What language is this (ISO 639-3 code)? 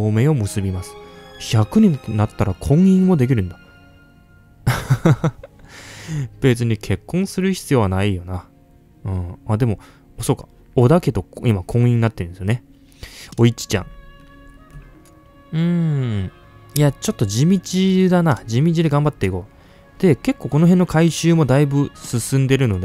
jpn